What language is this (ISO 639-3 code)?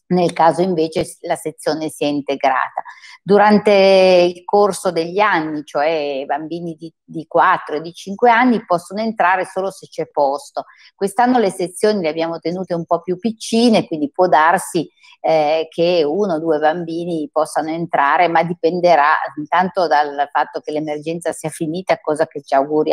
ita